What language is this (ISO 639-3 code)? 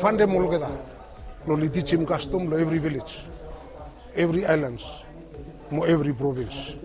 bis